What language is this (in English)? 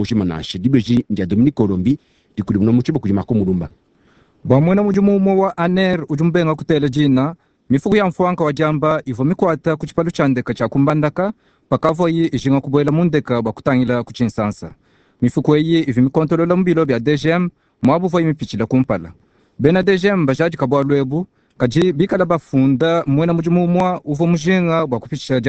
Luba-Lulua